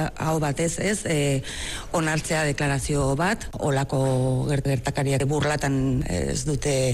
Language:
Basque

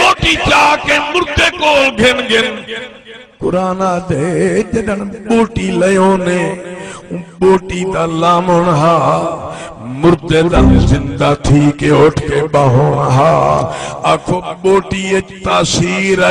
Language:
Saraiki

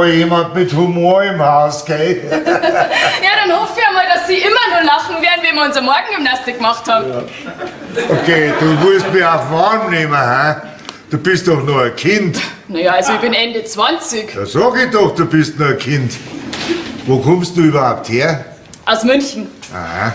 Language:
Bavarian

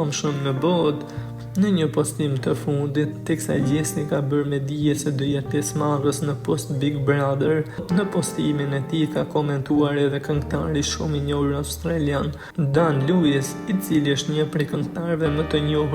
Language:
Albanian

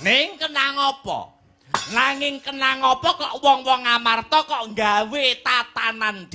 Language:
Javanese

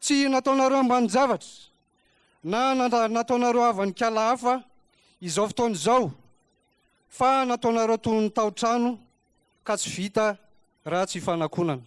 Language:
Malagasy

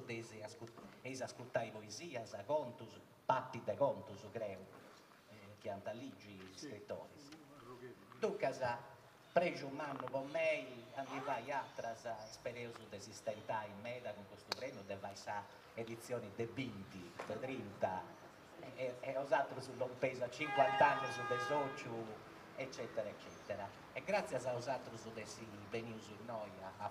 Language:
Sardinian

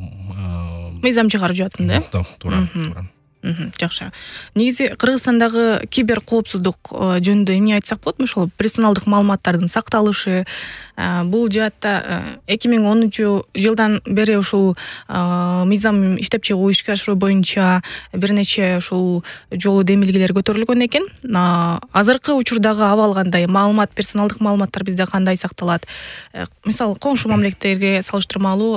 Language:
Kyrgyz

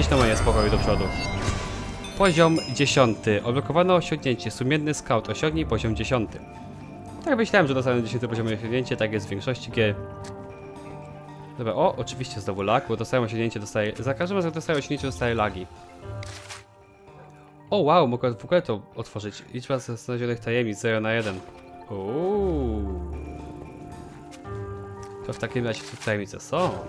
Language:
Polish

